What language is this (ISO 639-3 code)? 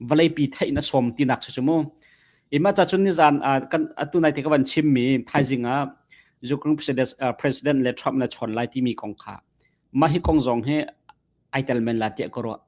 cnh